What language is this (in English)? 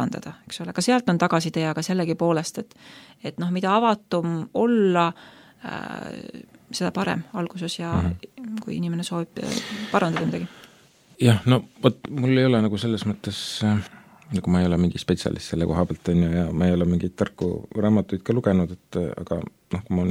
Estonian